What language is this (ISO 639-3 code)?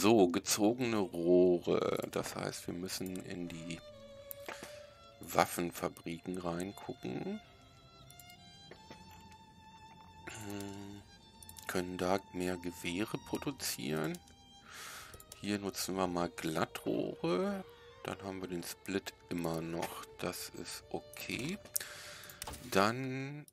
deu